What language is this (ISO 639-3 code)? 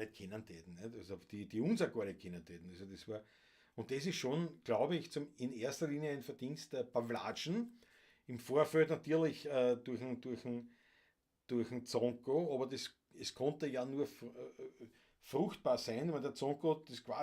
bar